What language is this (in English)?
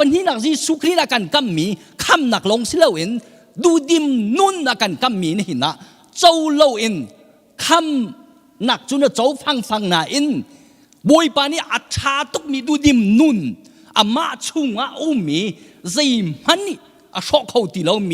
Hakha Chin